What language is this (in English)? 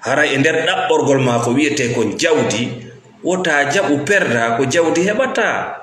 Fula